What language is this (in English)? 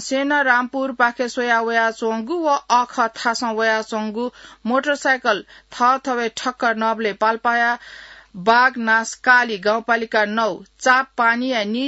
Newari